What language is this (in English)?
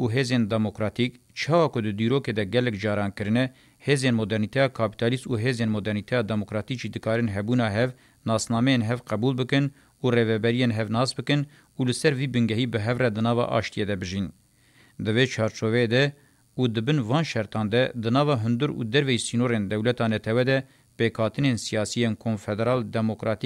Kurdish